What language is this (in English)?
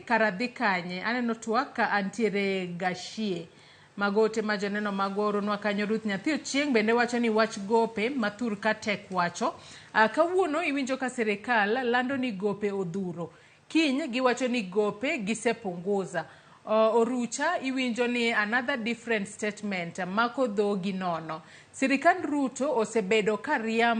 Luo (Kenya and Tanzania)